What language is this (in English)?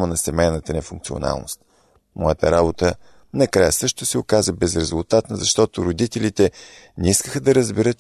Bulgarian